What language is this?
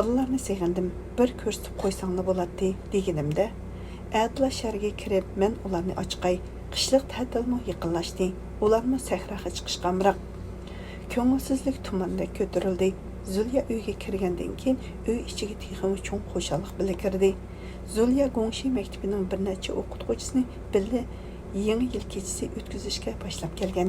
Uyghur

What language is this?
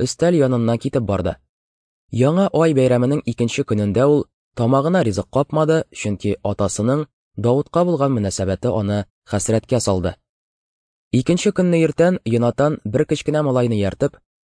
Tatar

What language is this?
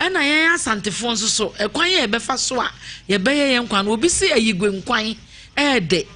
Akan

